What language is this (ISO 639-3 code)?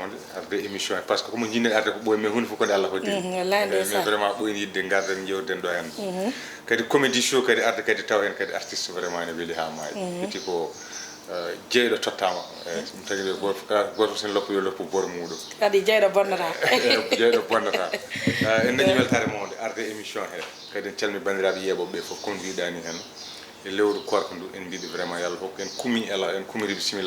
ful